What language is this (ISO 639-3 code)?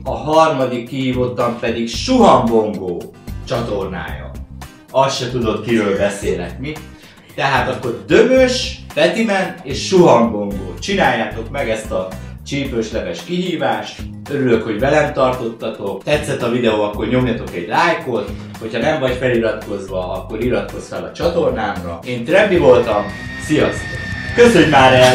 hun